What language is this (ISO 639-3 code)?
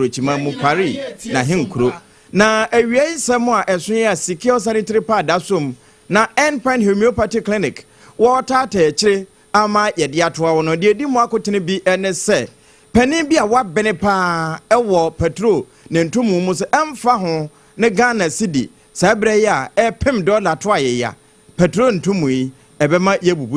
aka